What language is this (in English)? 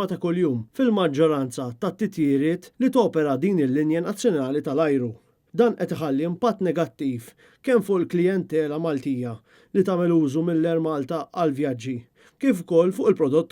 Maltese